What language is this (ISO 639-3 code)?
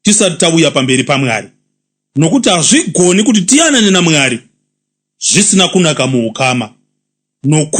sna